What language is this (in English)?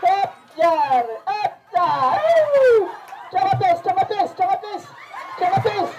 Pohnpeian